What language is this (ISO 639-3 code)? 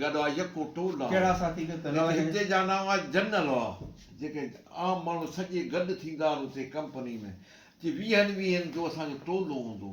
snd